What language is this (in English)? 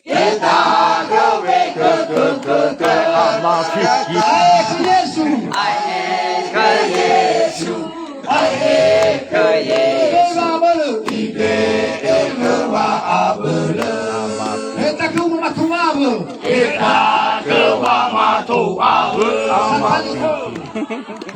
Nias